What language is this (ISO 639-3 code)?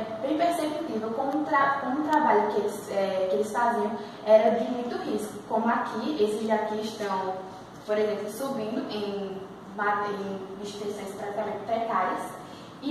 por